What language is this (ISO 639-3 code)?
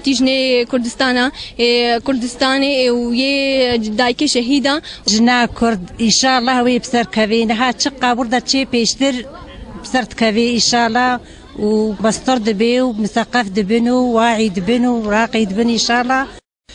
kur